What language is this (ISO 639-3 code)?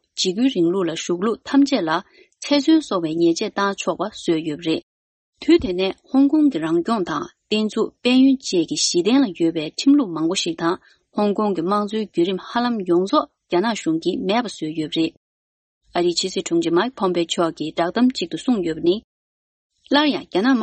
bod